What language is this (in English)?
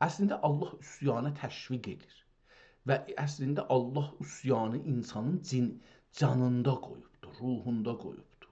South Azerbaijani